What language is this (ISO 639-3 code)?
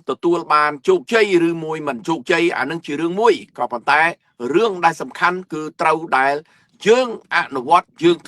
khm